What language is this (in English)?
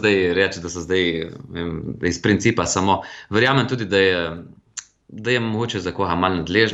Slovenian